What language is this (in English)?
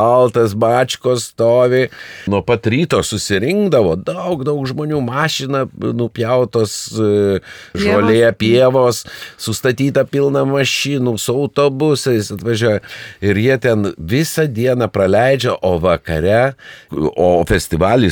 Lithuanian